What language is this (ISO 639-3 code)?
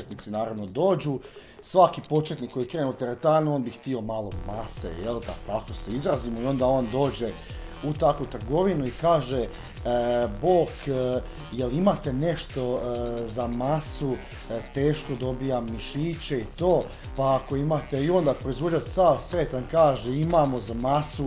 hrv